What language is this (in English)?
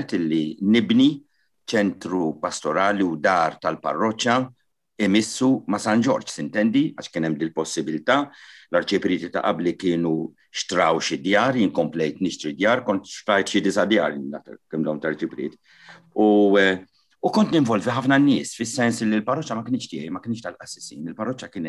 Maltese